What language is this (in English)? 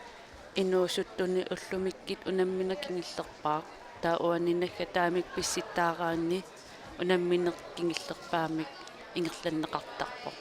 Kalaallisut